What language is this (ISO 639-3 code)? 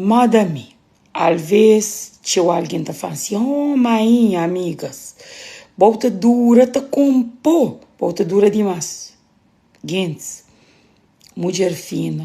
kea